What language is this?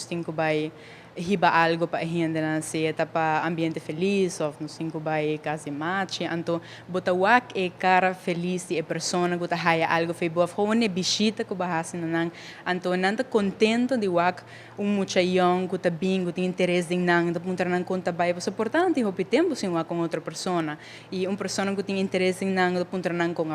Papiamento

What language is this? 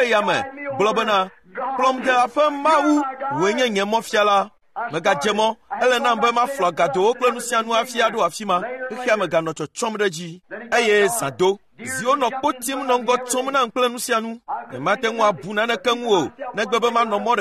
Ewe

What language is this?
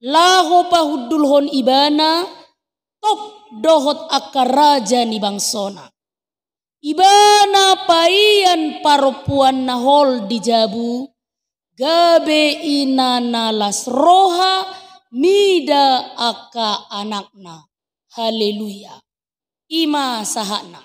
Batak Toba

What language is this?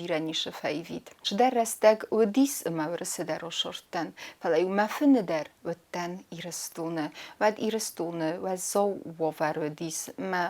Ossetic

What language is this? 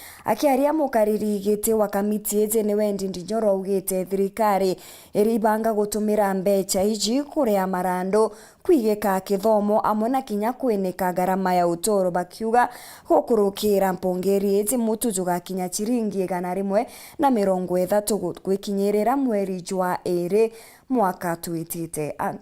Meru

